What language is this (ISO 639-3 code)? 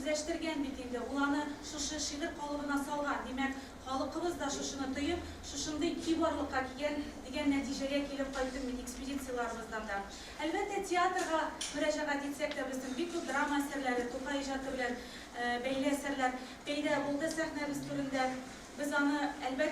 tat